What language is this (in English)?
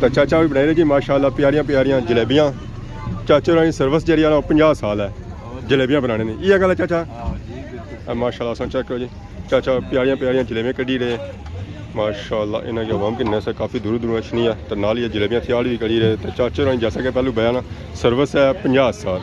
Pahari-Potwari